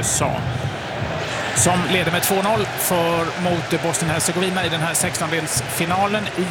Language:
Swedish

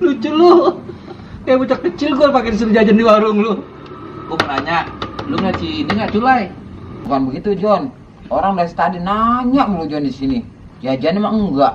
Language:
Betawi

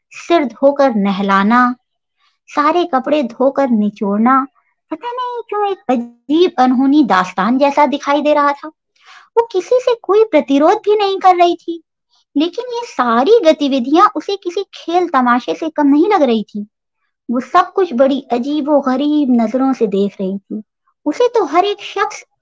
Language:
Hindi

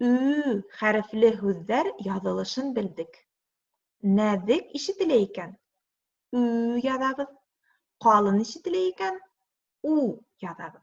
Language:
Bashkir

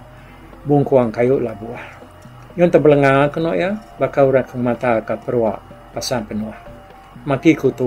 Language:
Iban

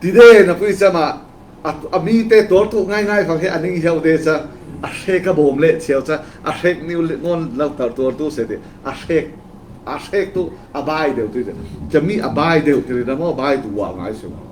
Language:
Falam Chin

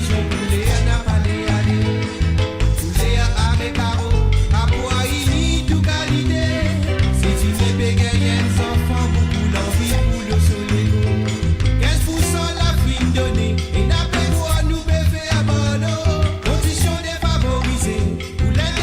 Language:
Morisyen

